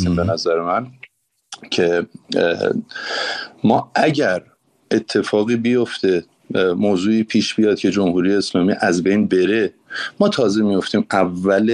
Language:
Persian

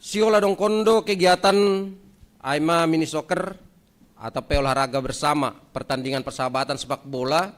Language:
Batak Simalungun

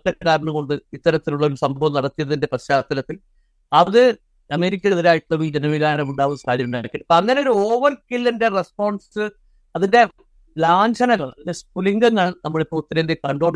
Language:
Malayalam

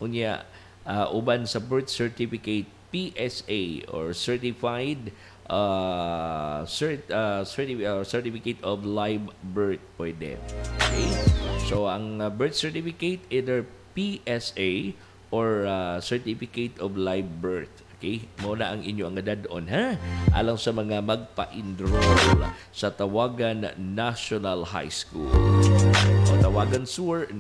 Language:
Cebuano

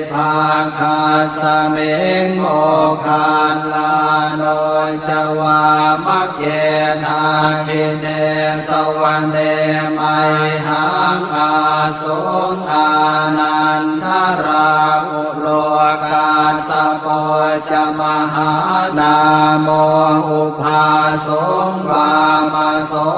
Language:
Pali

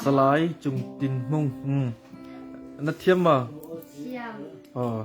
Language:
Hakha Chin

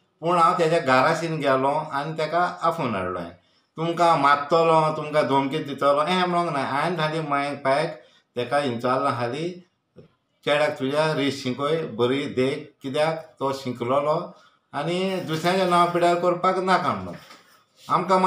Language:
Konkani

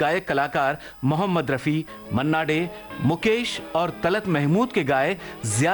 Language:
Hindi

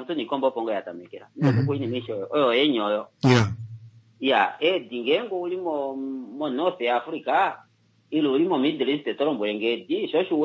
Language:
Kuanyama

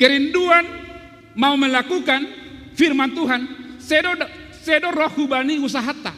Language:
Batak Simalungun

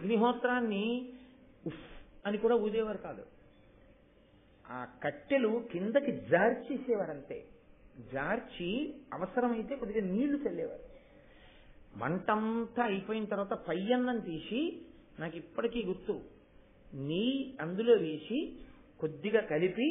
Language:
Telugu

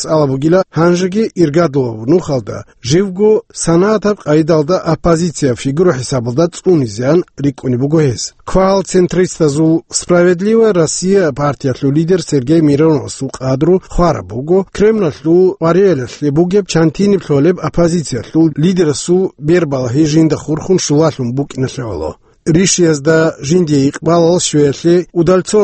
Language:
Avaric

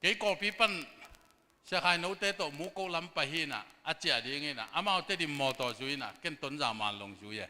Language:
Tedim Chin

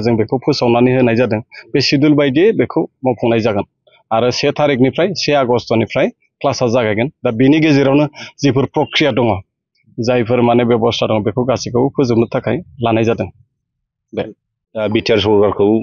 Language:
Bodo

